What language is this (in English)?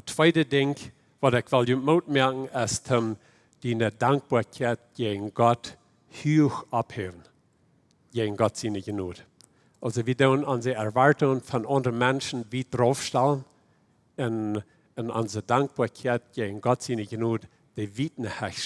Plautdietsch